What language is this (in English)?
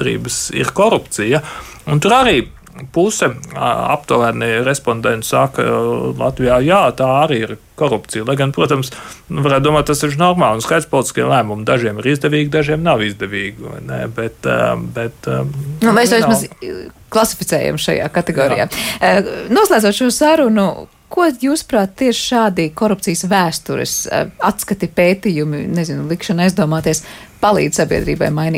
Latvian